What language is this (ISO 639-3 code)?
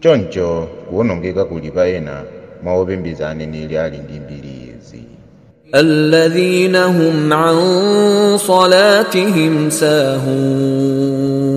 nya